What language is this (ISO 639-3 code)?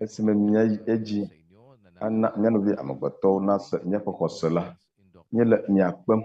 ewe